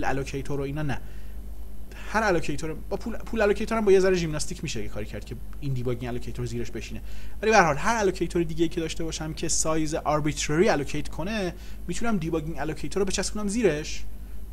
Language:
Persian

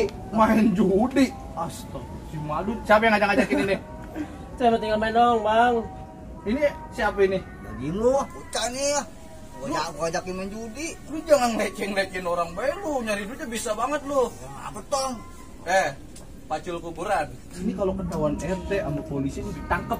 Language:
Betawi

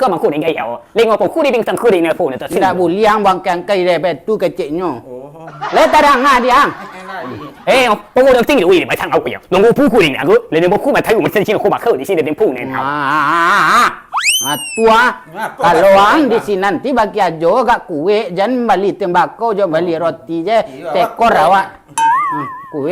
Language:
Minangkabau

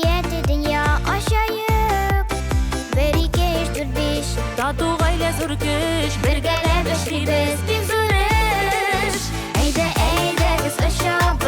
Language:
Tatar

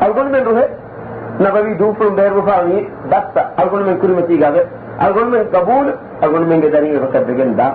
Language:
Divehi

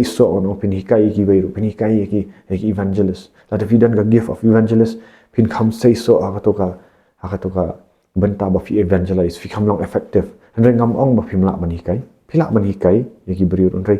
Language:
Khasi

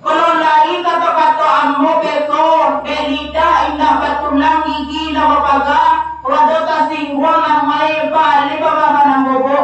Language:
Minangkabau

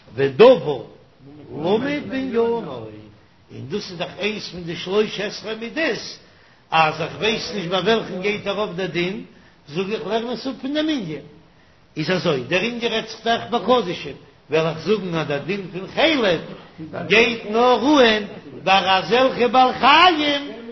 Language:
Yiddish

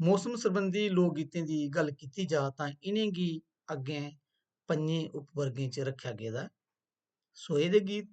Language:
Dogri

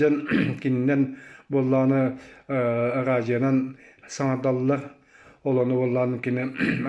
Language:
Yakut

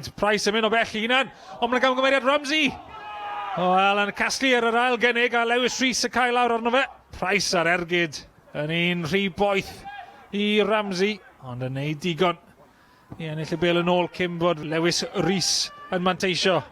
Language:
Welsh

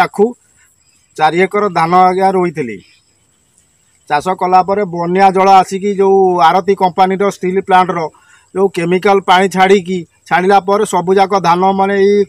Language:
Odia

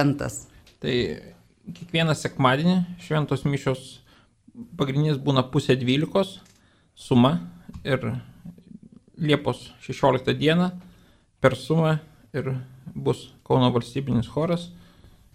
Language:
Lithuanian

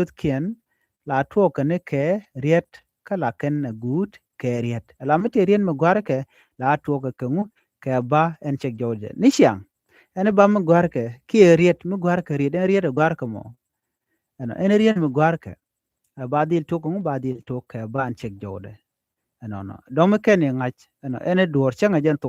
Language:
Nuer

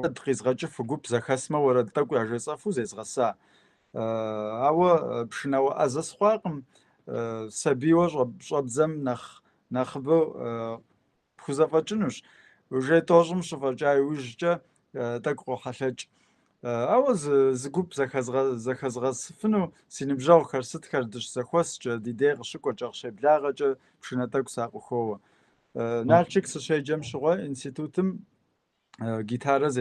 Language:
Kabardian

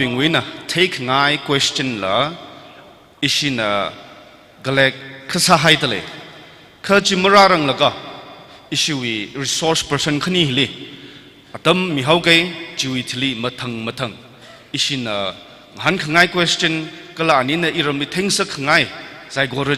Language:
Tangkhul Naga (India)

